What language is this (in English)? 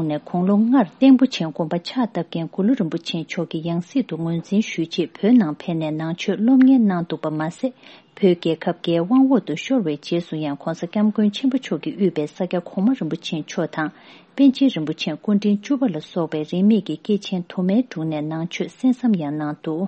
Tibetan